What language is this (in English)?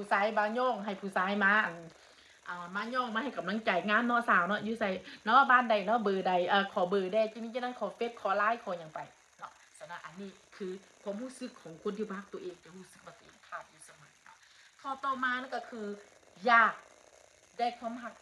Northeastern Thai